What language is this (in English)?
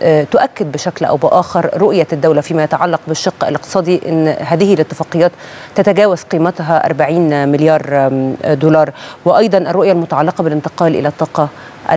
Arabic